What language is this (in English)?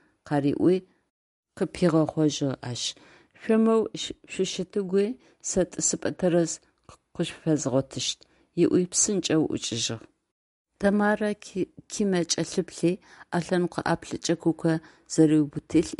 Adyghe